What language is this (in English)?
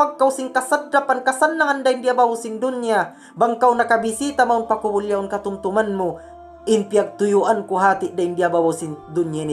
Tausug